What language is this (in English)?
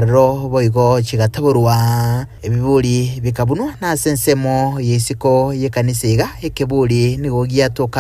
Gusii